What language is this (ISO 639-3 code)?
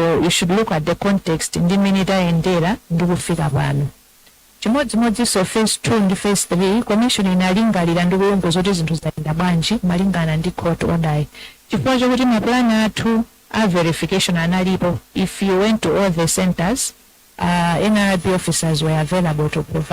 nya